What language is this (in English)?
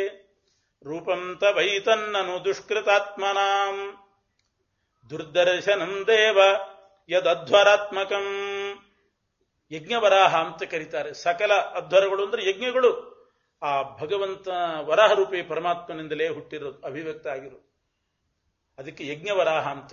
Kannada